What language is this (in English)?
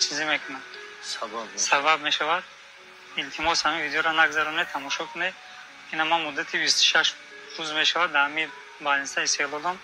Tajik